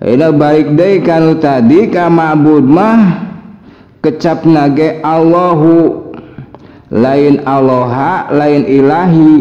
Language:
Sundanese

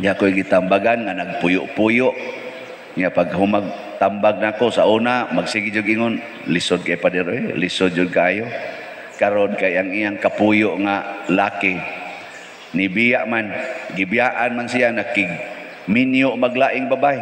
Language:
Cebuano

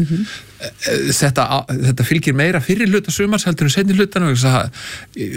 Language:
Icelandic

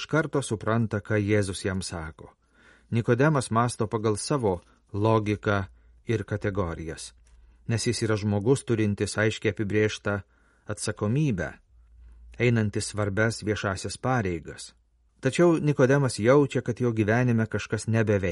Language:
Lithuanian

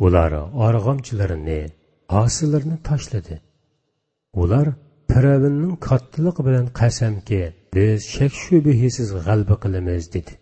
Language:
Uyghur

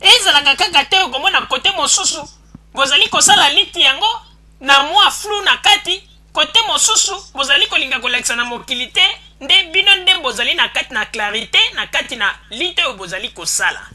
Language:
Lingala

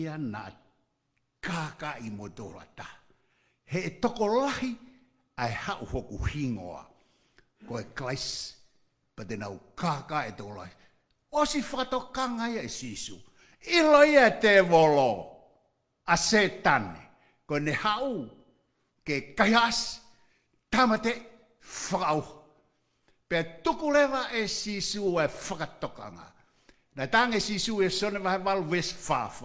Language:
Tongan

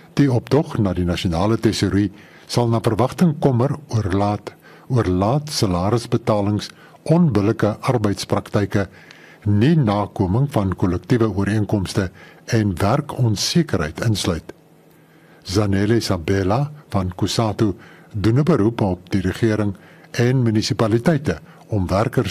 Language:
Afrikaans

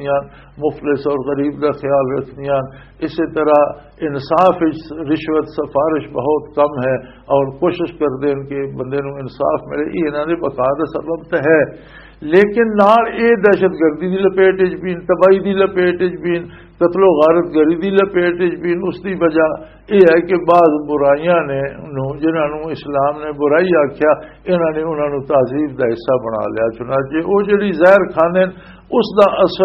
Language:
Western Panjabi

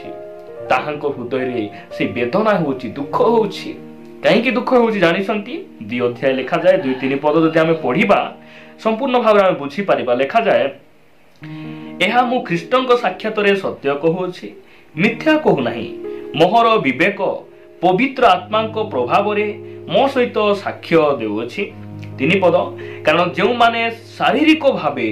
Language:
Odia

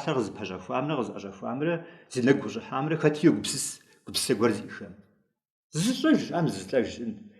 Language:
Kabardian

